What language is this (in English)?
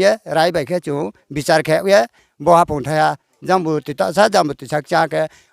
Riang (India)